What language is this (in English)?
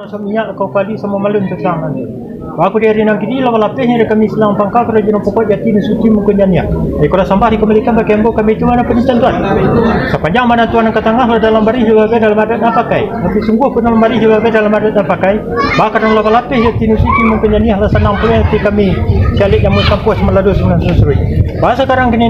Minangkabau